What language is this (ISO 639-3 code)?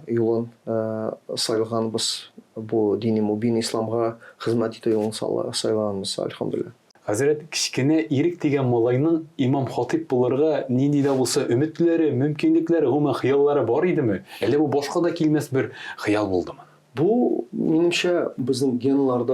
tat